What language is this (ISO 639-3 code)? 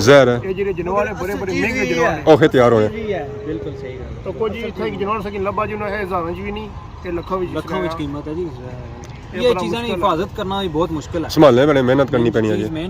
phr